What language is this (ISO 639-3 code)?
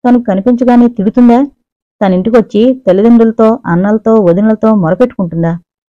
tel